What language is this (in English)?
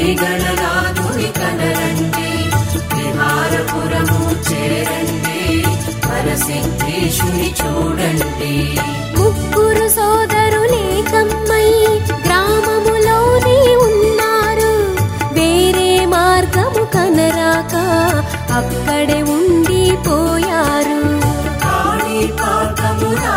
Telugu